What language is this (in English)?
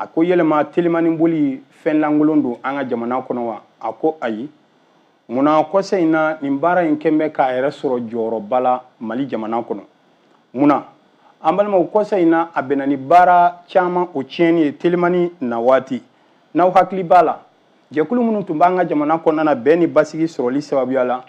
Bambara